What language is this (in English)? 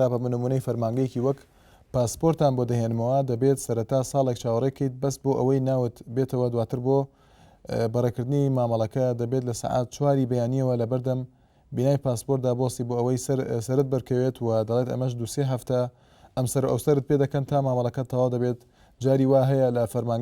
Central Kurdish